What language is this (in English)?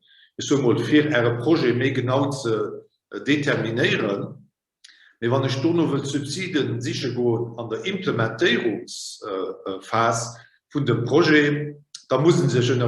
Luxembourgish